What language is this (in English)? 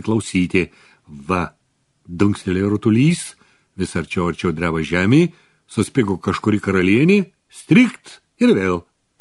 Lithuanian